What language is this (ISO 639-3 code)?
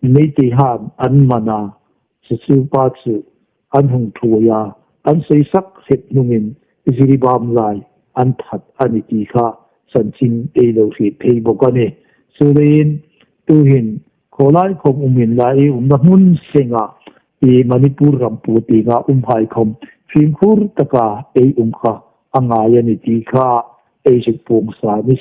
hmr